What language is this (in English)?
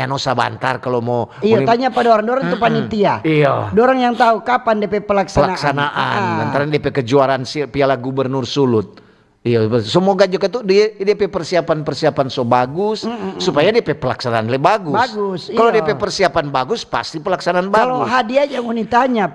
Manado Malay